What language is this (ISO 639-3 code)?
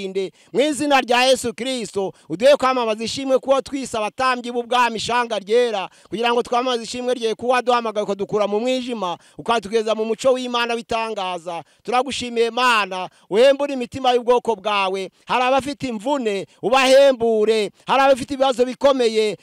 run